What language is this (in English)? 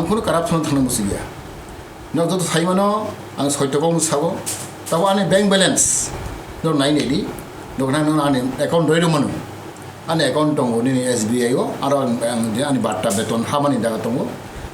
Kok Borok